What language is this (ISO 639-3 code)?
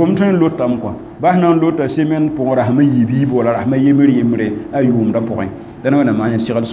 mos